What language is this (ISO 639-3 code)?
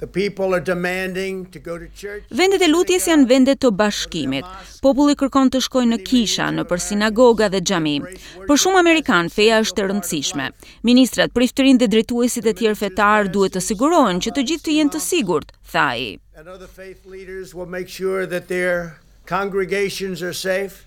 sqi